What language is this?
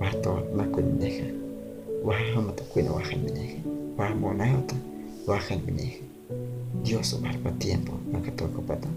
Guahibo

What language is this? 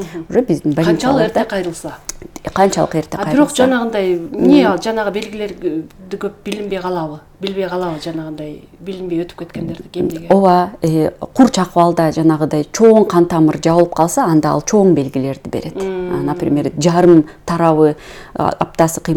Kyrgyz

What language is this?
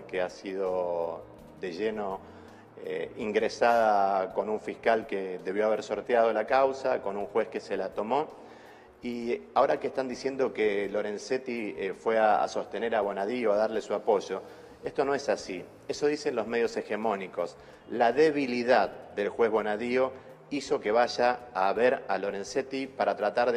Spanish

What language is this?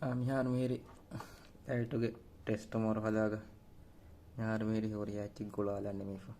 Divehi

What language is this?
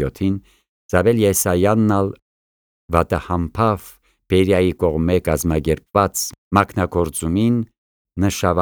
Armenian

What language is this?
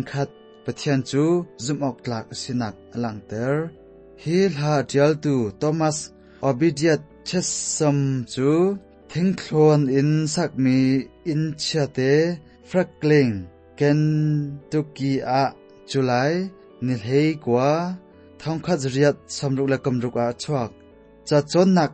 Hakha Chin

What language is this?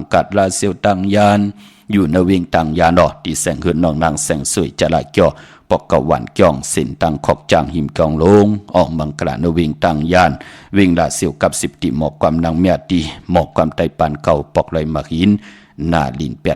Shan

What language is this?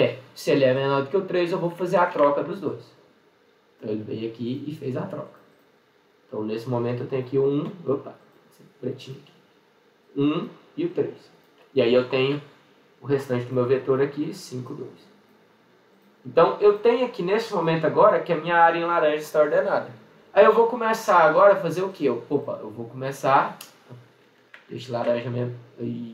Portuguese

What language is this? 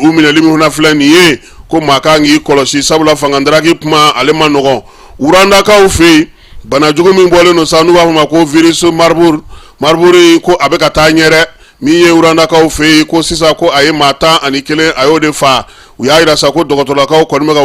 Bambara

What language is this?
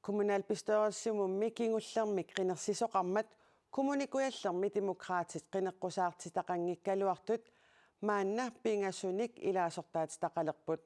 Kalaallisut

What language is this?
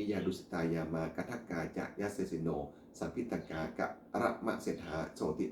Pali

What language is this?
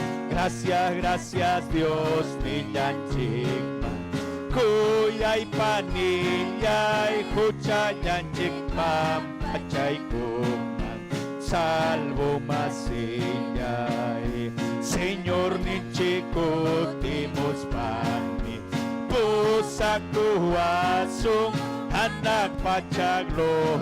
Ayacucho Quechua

